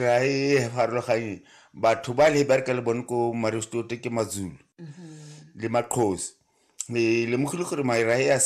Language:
Tswana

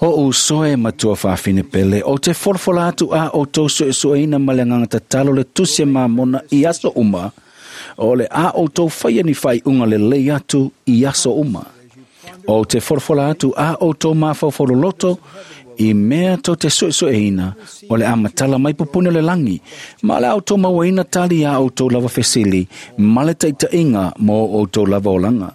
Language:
Samoan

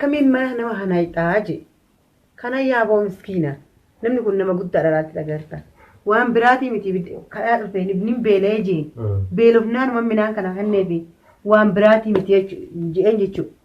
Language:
Oromo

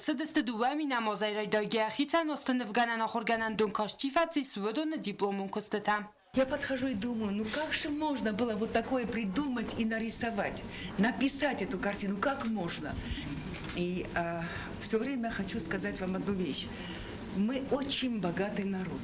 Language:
Ossetic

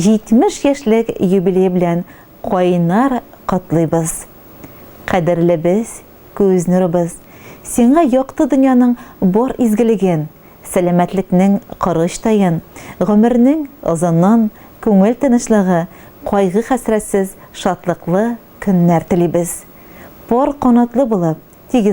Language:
Tatar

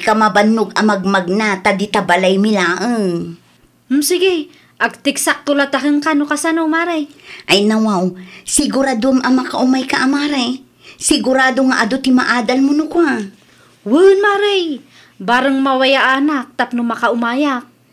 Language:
Iloko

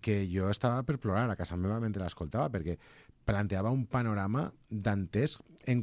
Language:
Catalan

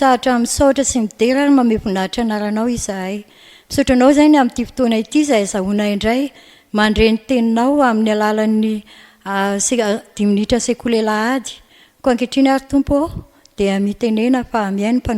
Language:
Malagasy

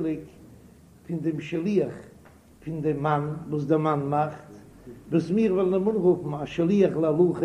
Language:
Yiddish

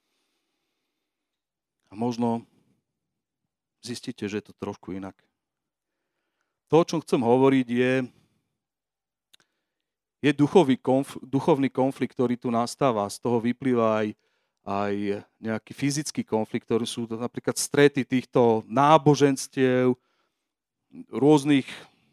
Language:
Slovak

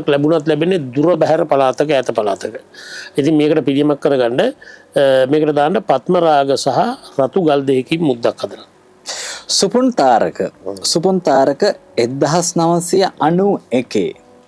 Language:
Sinhala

